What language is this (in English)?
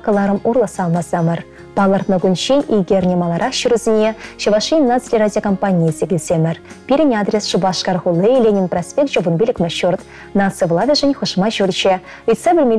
Chuvash